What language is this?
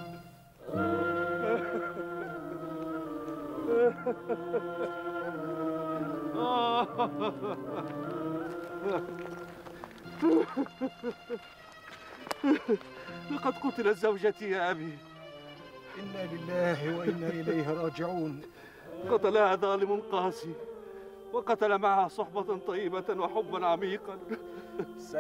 Arabic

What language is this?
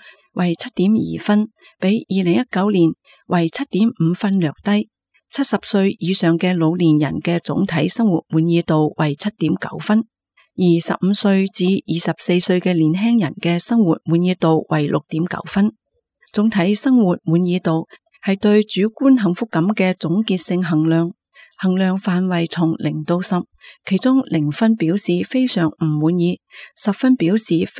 Cantonese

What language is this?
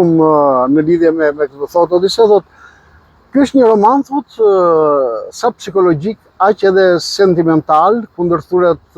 Albanian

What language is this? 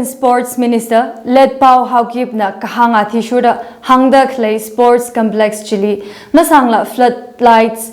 Tangkhul Naga (India)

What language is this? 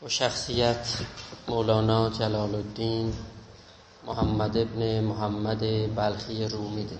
South Azerbaijani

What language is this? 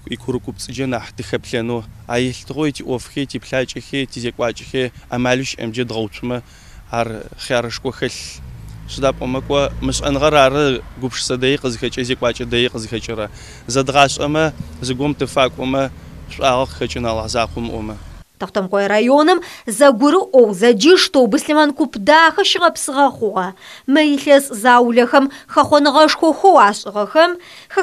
Adyghe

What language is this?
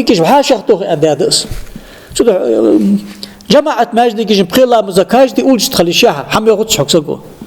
Ingush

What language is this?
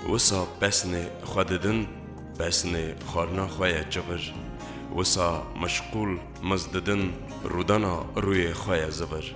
Kurdish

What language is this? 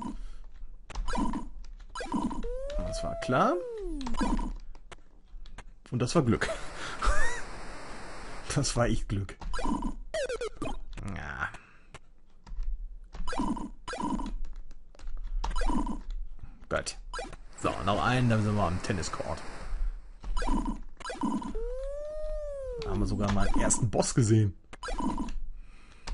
German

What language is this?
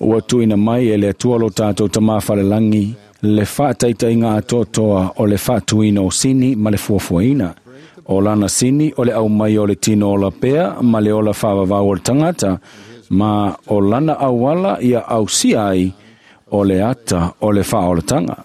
Samoan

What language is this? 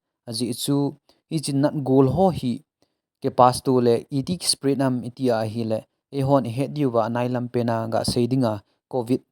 Thado Chin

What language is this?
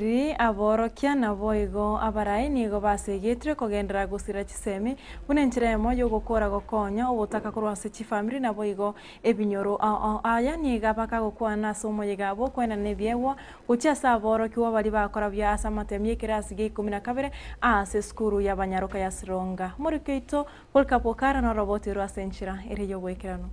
Gusii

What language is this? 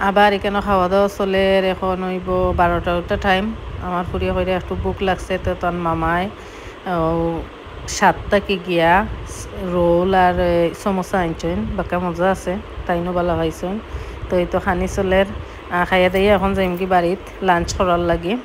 Sylheti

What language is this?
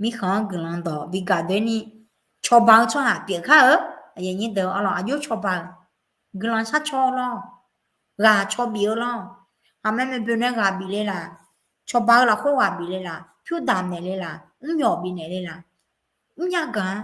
Akha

